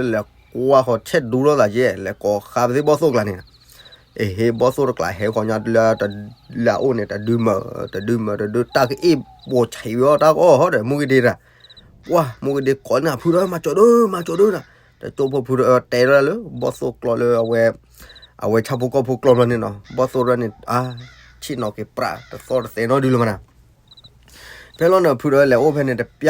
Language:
S'gaw Karen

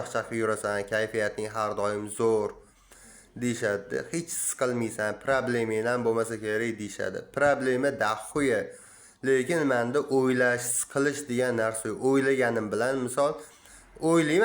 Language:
Uzbek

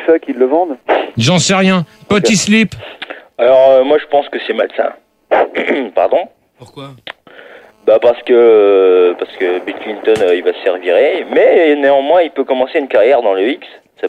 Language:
French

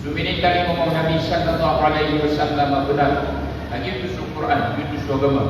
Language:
Maranao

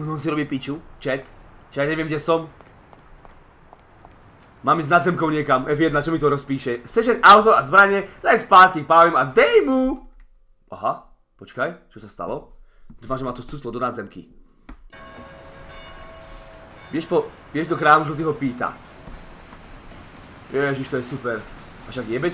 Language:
Slovak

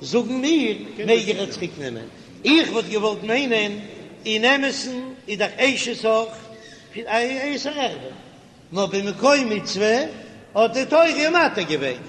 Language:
Yiddish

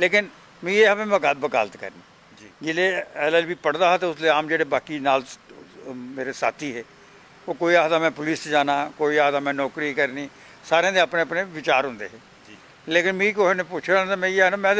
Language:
Dogri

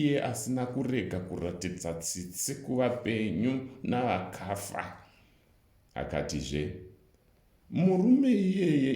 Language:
Shona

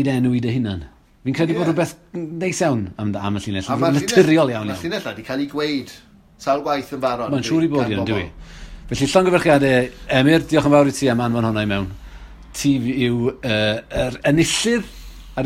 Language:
Welsh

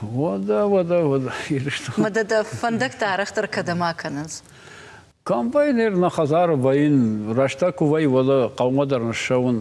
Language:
Ossetic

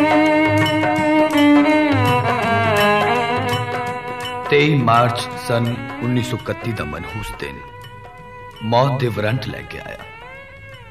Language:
Punjabi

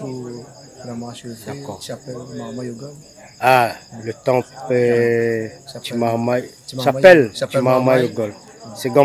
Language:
Réunion Creole French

